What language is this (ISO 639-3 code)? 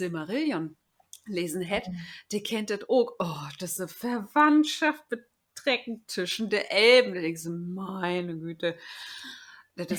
nds